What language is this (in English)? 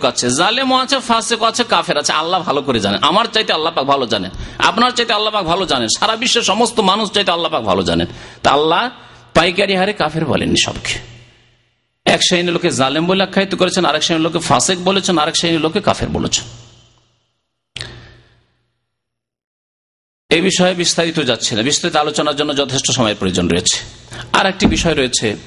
Bangla